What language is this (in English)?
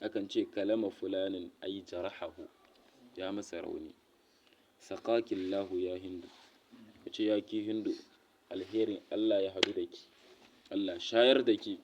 Hausa